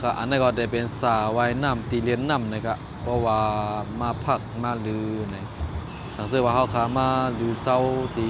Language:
Shan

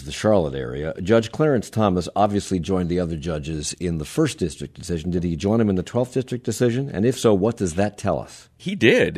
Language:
English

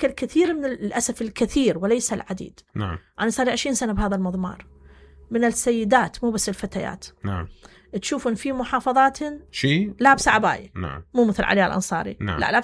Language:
Mesopotamian Arabic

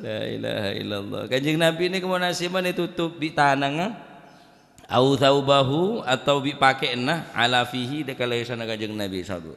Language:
Madurese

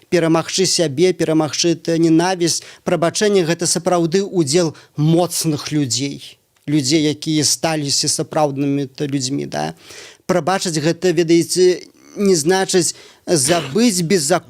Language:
Belarusian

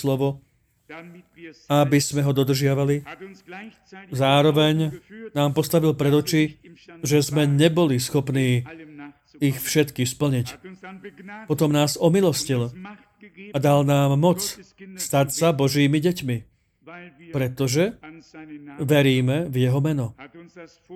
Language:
Slovak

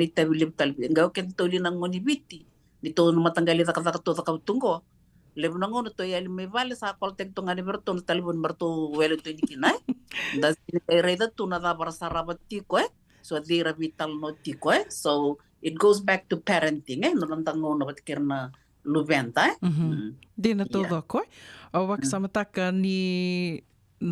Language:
Fijian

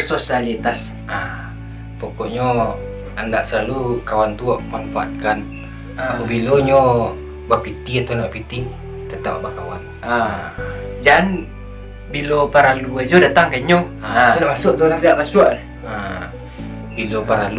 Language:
Minangkabau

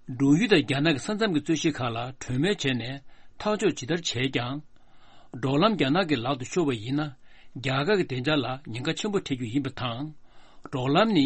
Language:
Tibetan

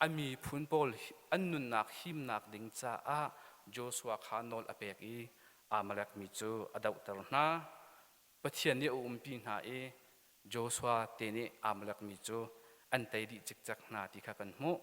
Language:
Hakha Chin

